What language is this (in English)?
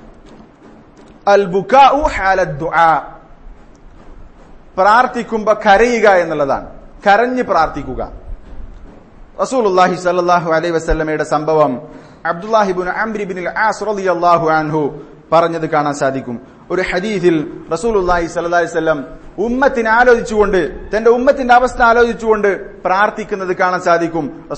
Malayalam